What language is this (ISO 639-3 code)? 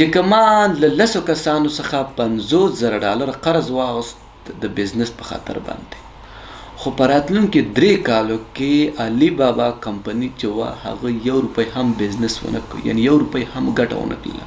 pus